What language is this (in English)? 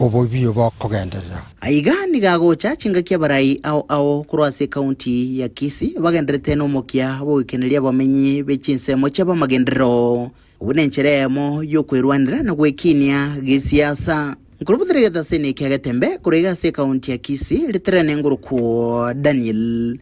Gusii